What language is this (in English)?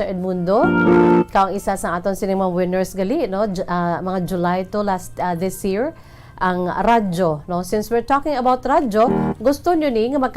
Hiligaynon